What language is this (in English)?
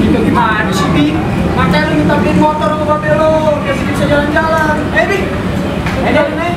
Betawi